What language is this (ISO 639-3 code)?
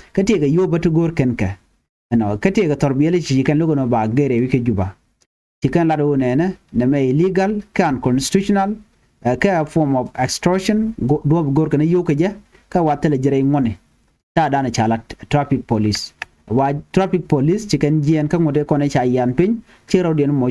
nus